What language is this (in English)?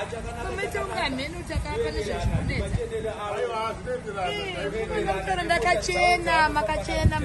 Shona